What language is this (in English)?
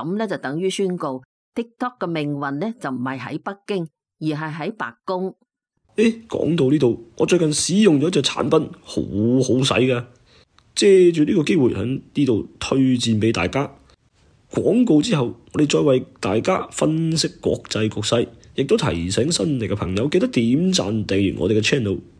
Cantonese